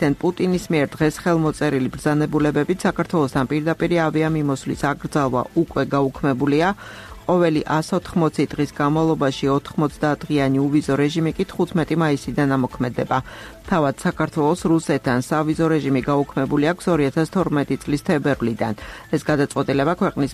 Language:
Georgian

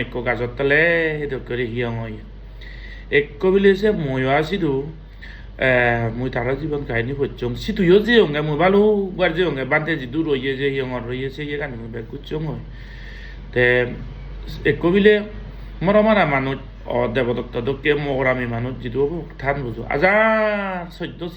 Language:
Chakma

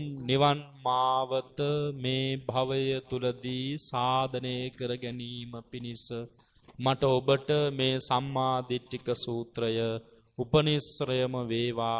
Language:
Sinhala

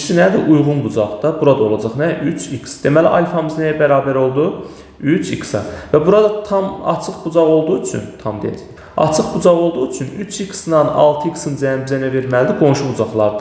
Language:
Azerbaijani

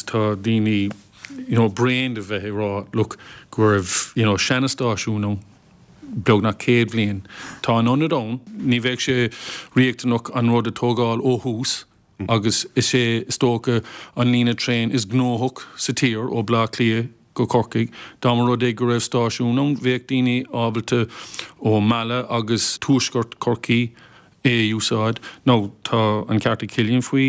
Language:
Irish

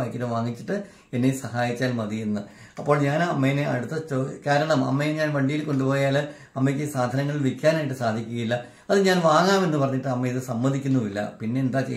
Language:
Malayalam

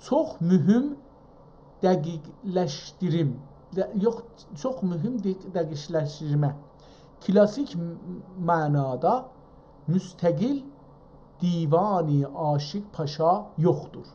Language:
South Azerbaijani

